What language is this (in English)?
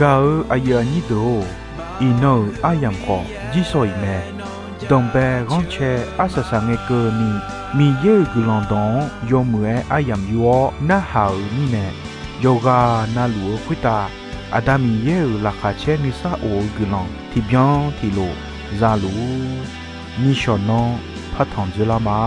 Akha